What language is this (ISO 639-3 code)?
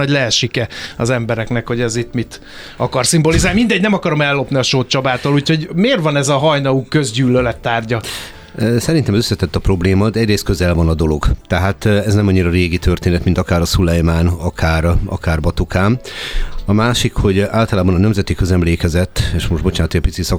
hun